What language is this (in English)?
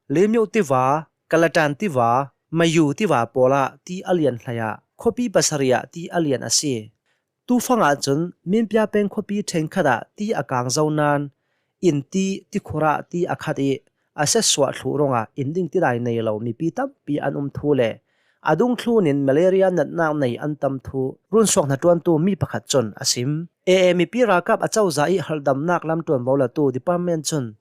Hakha Chin